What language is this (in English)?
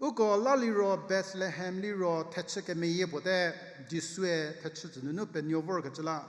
Angami Naga